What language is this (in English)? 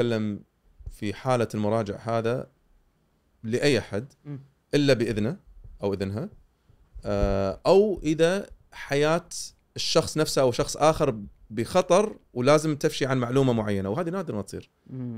Gulf Arabic